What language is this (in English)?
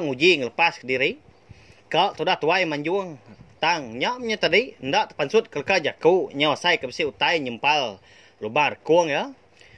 Iban